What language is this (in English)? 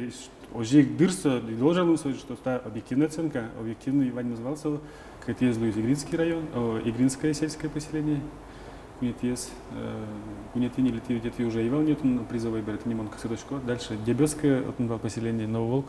Udmurt